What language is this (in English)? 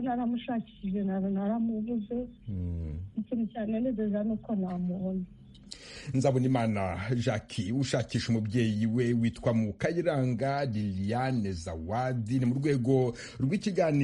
Kinyarwanda